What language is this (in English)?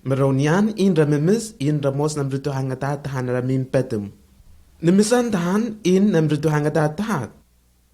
Lenakel